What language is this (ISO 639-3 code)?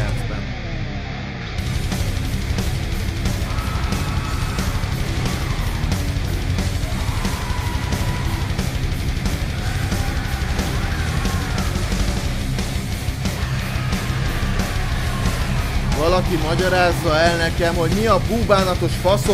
hun